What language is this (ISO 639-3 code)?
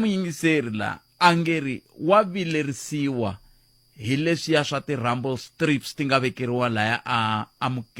tso